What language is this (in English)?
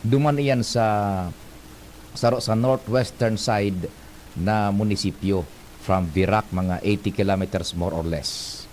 Bikol